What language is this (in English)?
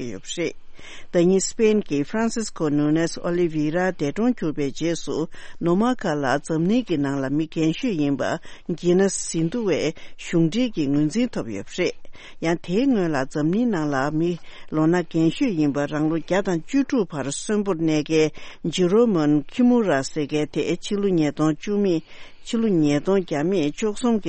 Tibetan